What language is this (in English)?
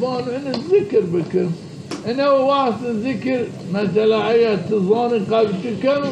Zaza